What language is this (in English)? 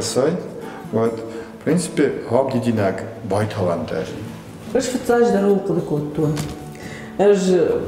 Ossetic